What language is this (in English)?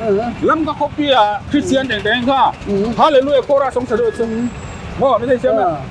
Paite Chin